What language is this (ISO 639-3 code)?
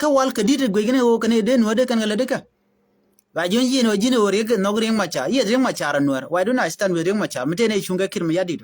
nus